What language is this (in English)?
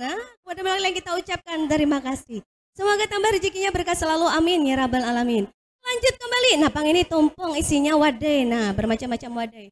Banjar